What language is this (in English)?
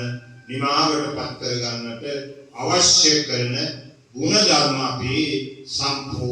Sinhala